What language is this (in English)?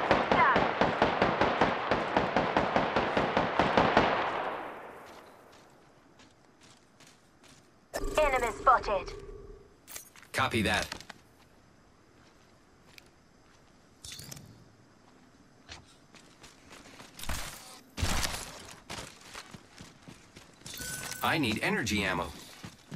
English